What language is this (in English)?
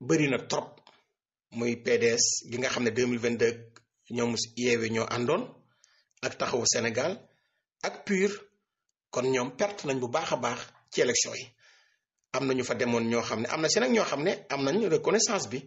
Wolof